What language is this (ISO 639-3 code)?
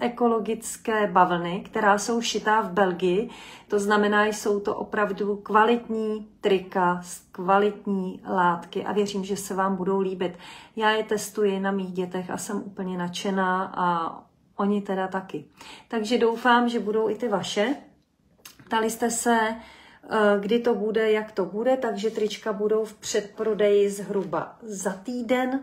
ces